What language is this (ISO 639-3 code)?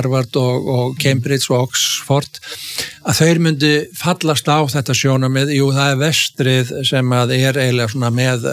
isl